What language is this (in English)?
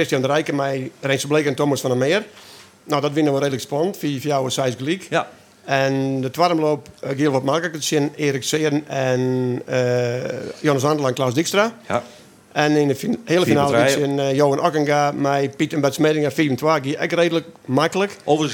Western Frisian